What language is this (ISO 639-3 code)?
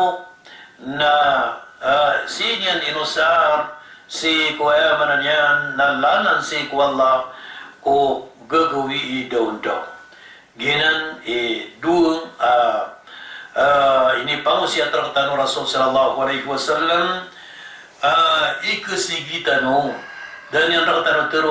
mrw